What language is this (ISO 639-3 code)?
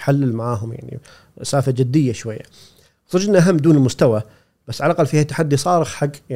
afb